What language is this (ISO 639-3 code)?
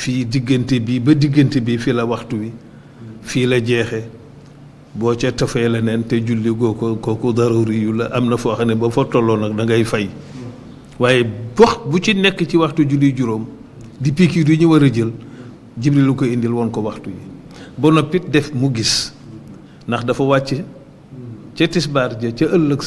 wol